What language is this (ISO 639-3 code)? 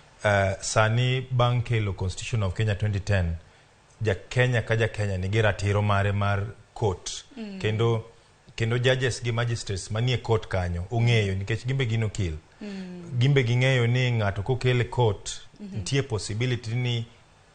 luo